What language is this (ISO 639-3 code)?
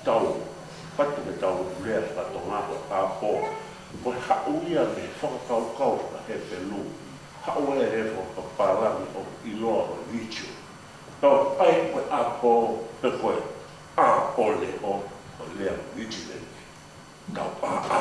ton